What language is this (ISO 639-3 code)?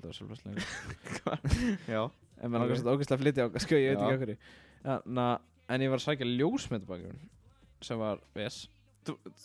isl